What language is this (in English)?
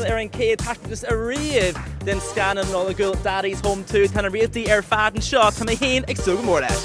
Irish